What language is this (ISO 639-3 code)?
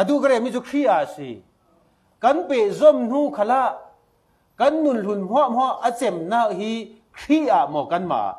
cfm